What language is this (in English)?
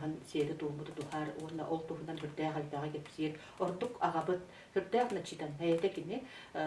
Yakut